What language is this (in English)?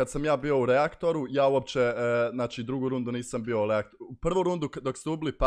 Croatian